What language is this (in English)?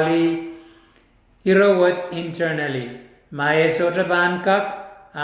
Pohnpeian